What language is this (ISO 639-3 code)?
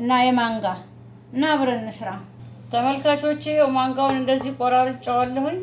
amh